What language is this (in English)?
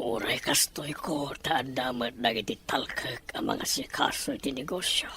Iloko